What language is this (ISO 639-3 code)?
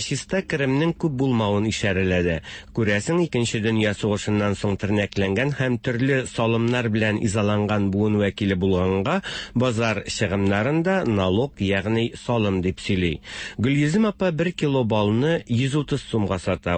tat